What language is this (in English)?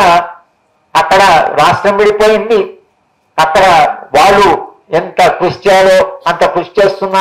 Telugu